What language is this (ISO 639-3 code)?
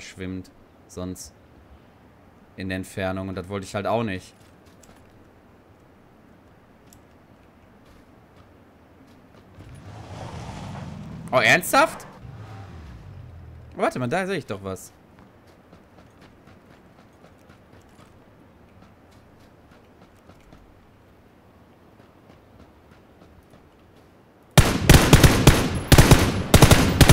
deu